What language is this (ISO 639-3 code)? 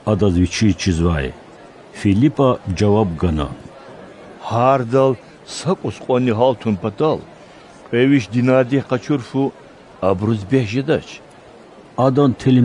lez